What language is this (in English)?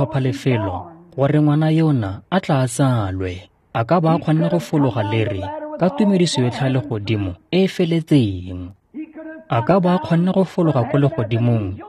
Tswana